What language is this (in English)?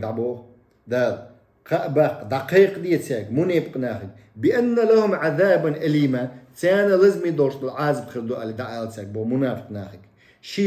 Chechen